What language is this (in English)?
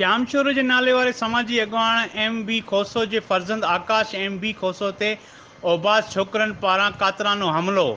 Sindhi